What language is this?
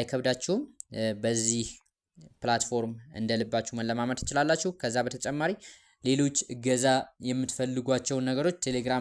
Amharic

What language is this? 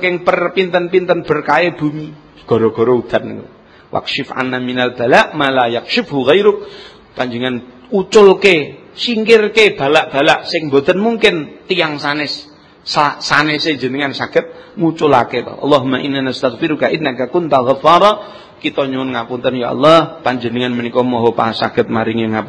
Javanese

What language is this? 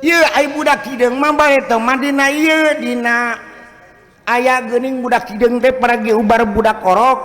Sundanese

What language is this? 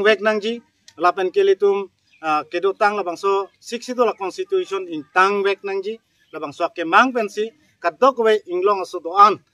Karbi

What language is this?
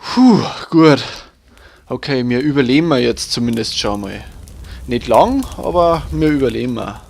Bavarian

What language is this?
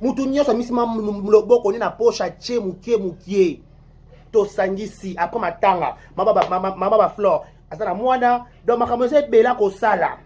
Lingala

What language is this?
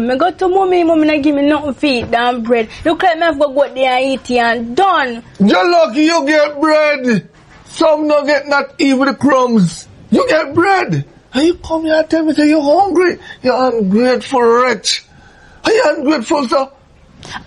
Jamaican Creole English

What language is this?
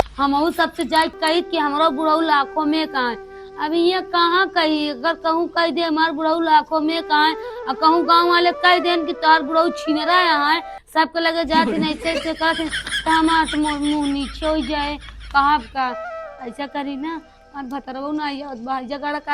Awadhi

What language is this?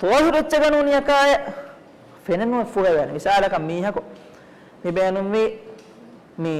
Divehi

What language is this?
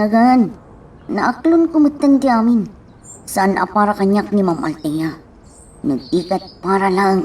Iloko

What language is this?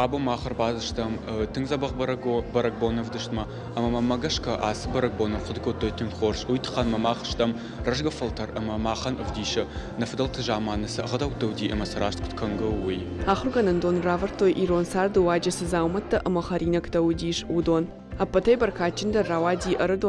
Ossetic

